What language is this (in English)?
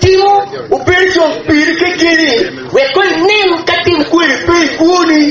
Acoli